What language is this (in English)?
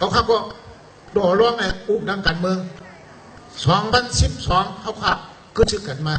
Shan